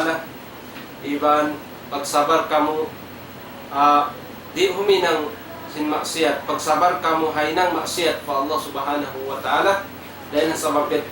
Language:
Tausug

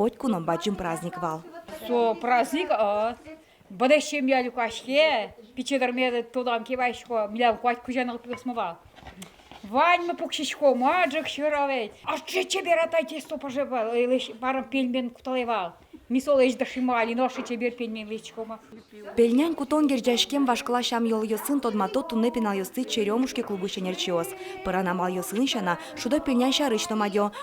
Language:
Udmurt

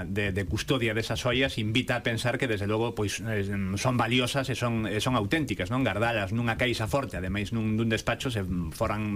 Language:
Galician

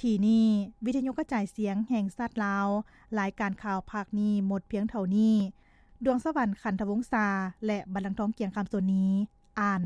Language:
Lao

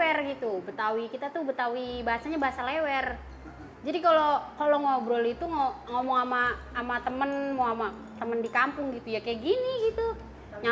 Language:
Betawi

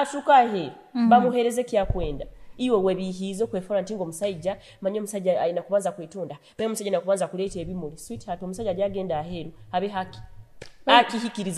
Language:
Nyoro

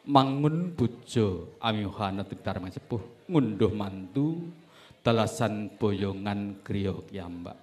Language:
Javanese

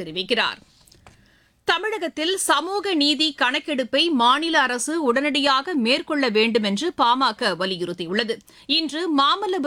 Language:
Tamil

